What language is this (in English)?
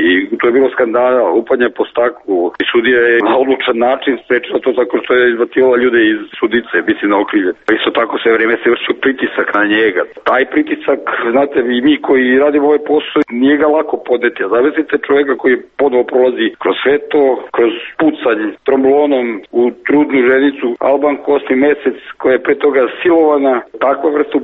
Serbian